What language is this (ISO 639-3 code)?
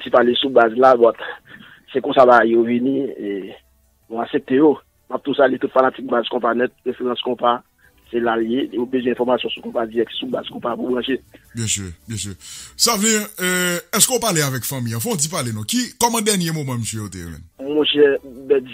hat